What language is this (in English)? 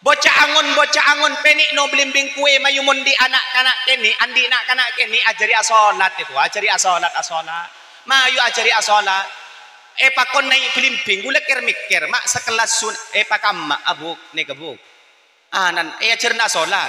Madurese